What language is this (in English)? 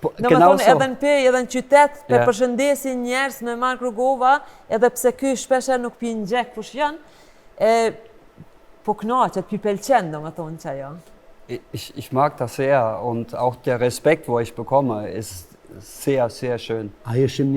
Albanian